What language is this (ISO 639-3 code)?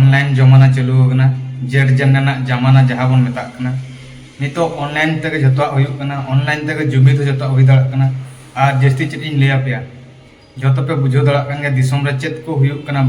sat